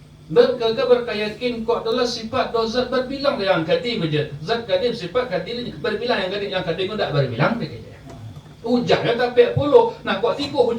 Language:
Minangkabau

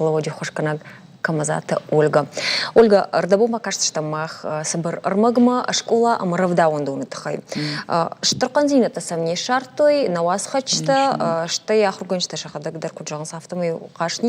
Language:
Ossetic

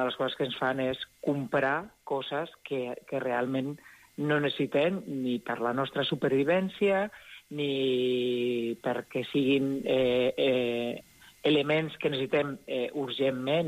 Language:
Catalan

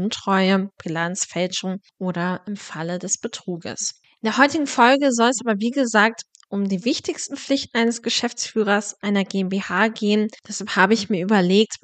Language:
German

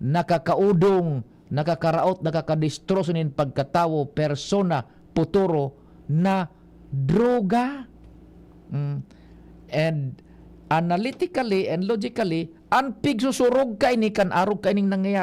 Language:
Bikol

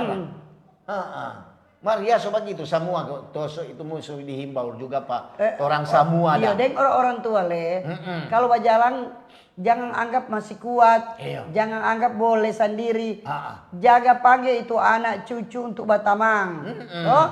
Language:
Manado Malay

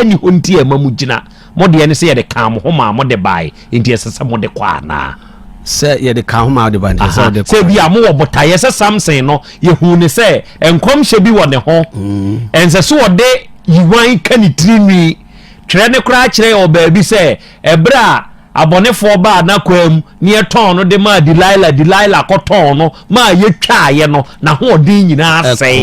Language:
Akan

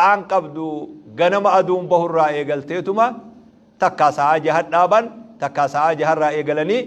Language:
Oromo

